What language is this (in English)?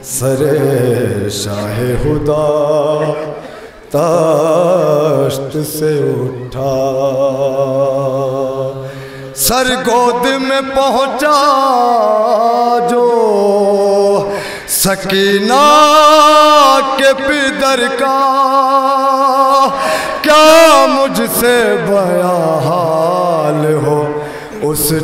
Urdu